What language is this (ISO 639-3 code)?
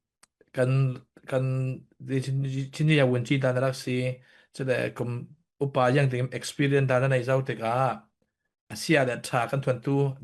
cfm